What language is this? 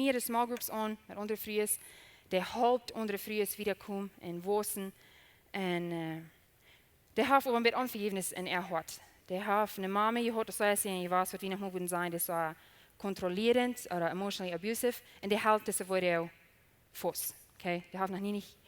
Plautdietsch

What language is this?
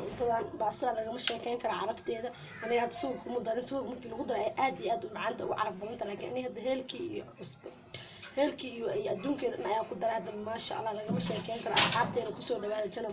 Somali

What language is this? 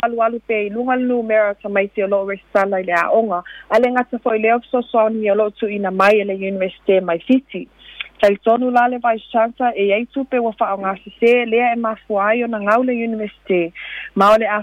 Samoan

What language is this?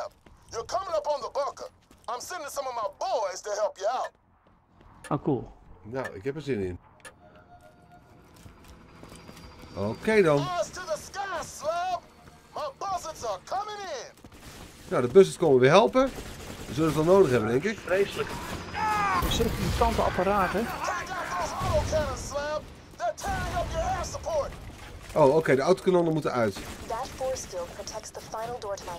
Dutch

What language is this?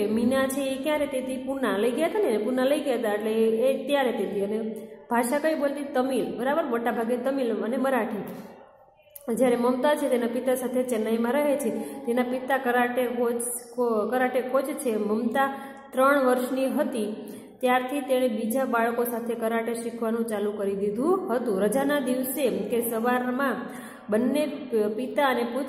Gujarati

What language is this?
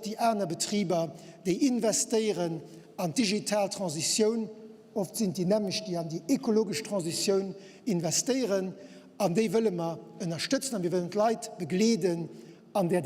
Luxembourgish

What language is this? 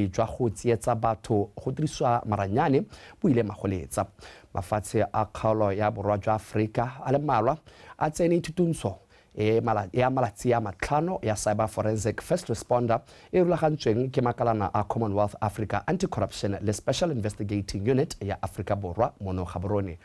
Tswana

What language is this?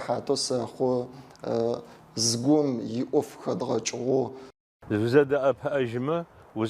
Adyghe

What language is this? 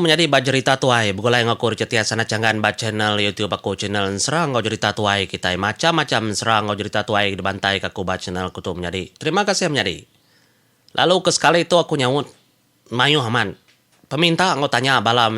Iban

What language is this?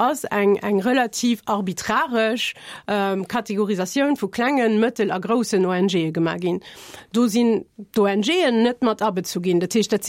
Luxembourgish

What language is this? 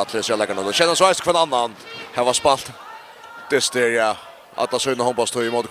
Faroese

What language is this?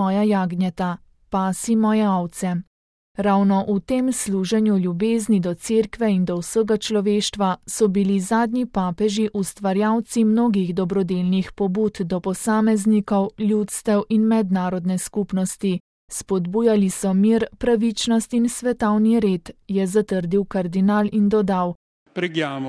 Slovenian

